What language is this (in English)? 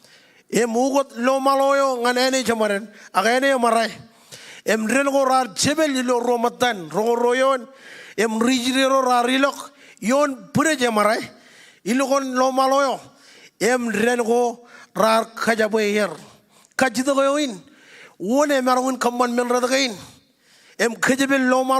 Marshallese